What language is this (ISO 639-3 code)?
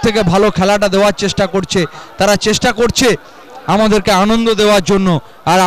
ben